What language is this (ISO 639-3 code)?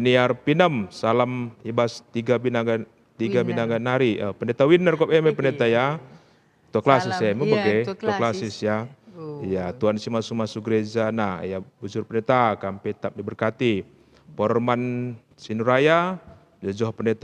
btx